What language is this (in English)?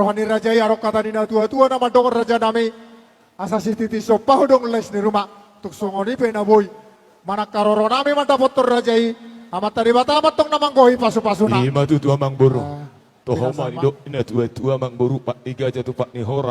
Batak Toba